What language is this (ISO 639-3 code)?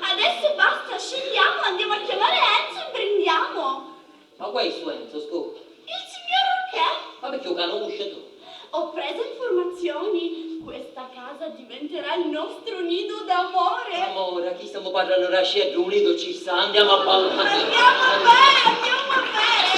scn